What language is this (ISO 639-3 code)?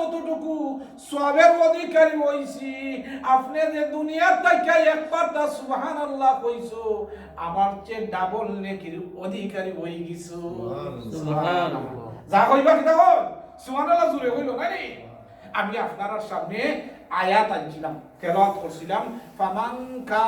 syl